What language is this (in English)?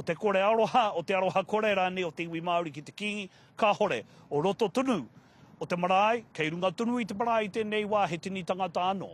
Māori